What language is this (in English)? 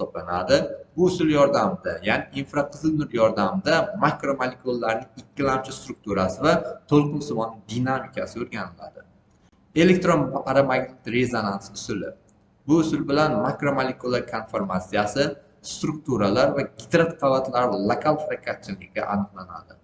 Uzbek